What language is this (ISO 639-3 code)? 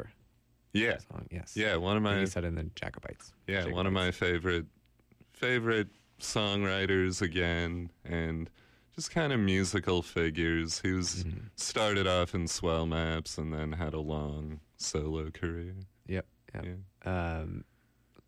eng